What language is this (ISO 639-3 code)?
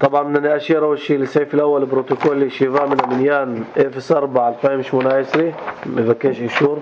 apc